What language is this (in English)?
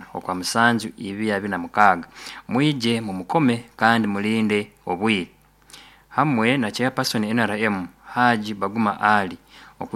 Nyoro